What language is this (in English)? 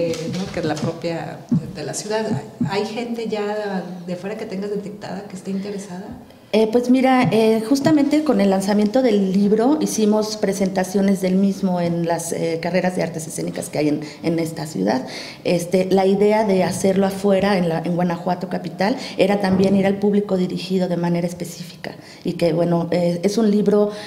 Spanish